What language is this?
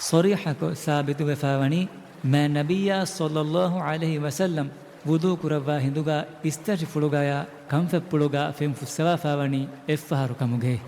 Divehi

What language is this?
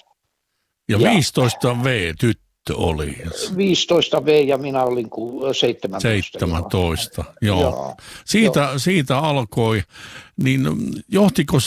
Finnish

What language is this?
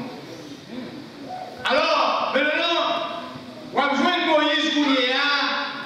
French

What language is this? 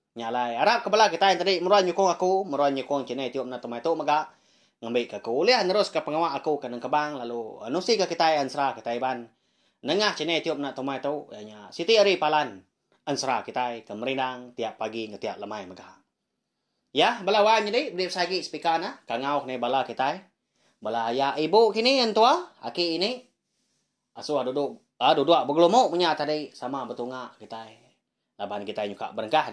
Iban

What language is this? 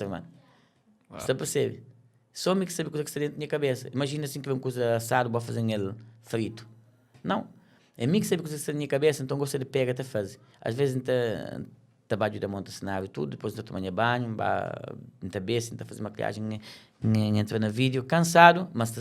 Kabuverdianu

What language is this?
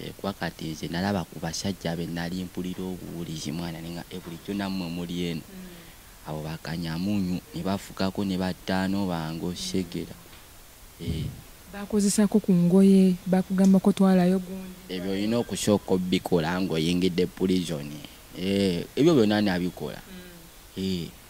Ganda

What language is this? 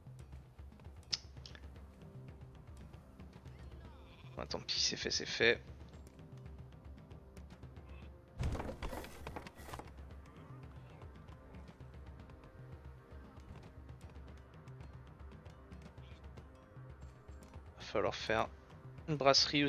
French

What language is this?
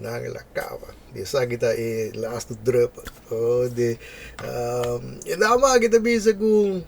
Papiamento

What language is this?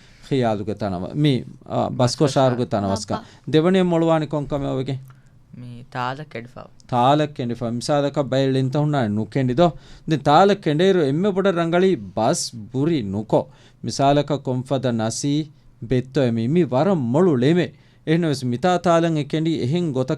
Divehi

